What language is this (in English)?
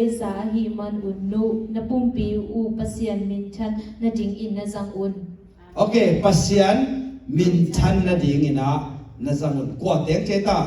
Tedim Chin